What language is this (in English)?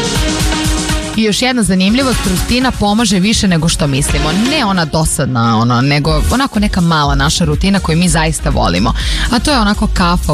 Serbian